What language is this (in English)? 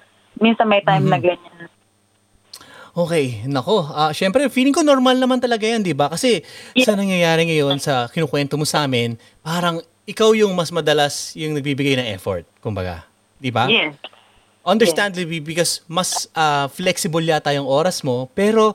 Filipino